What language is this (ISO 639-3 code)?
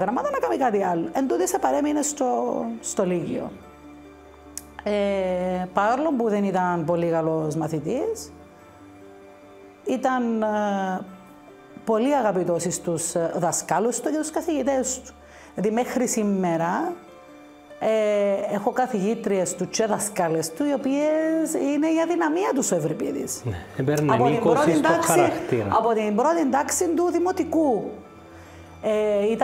ell